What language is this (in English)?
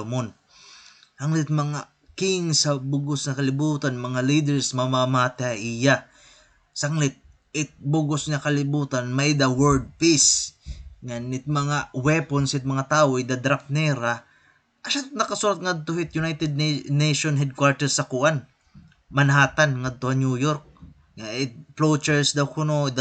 Waray